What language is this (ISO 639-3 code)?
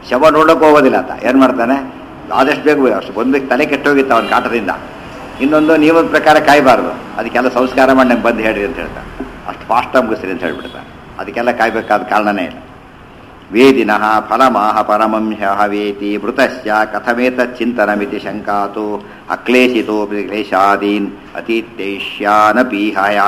kan